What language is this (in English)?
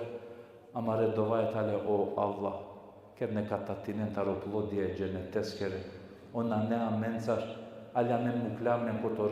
Balkan Romani